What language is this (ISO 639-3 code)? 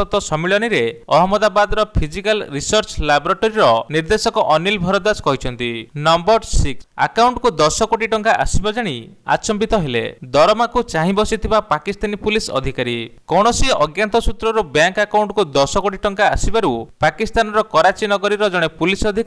ori